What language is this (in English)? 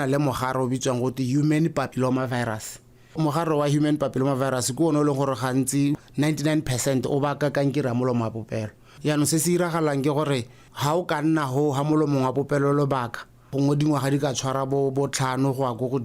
Tswana